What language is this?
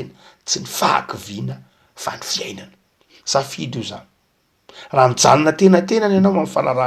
Malagasy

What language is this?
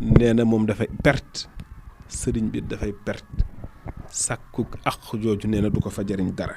Wolof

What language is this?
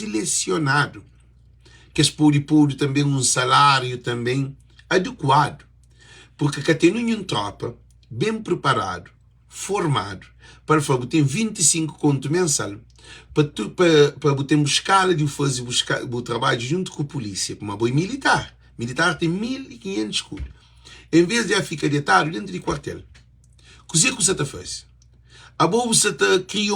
Kabuverdianu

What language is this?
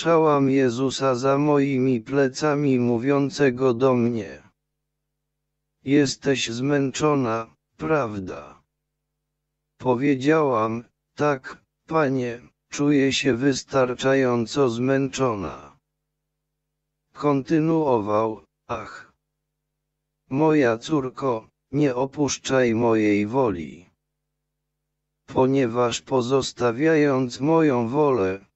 Polish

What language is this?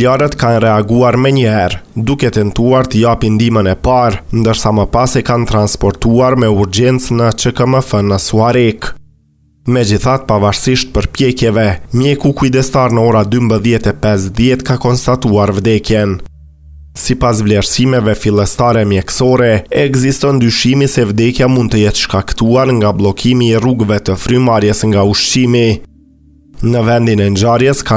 Albanian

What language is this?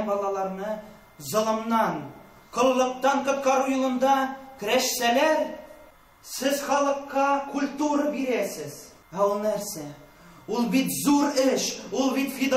Tatar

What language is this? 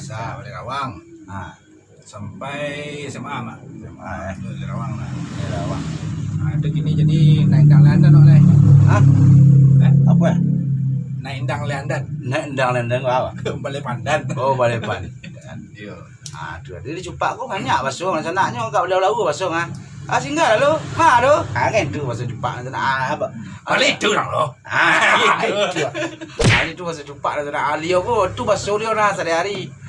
Minangkabau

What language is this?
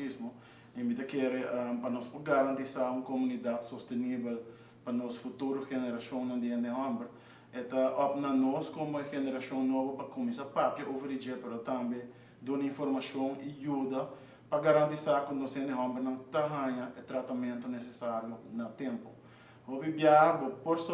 Papiamento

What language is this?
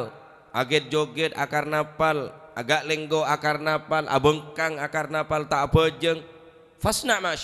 Madurese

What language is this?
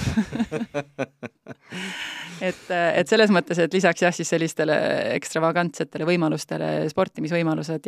Estonian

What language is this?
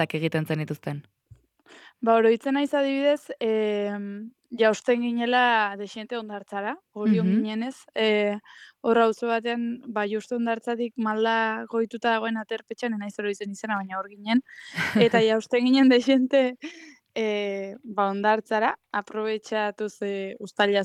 Basque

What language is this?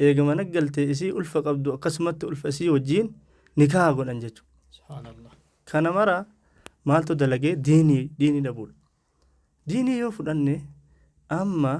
Oromo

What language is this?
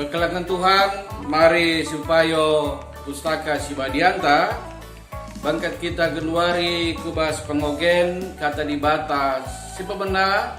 Batak Karo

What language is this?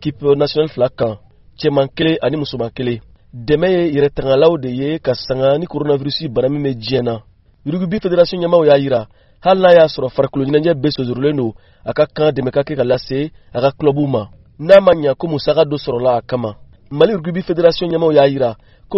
Bambara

